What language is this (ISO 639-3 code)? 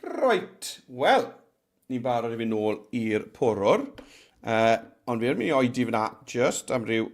cym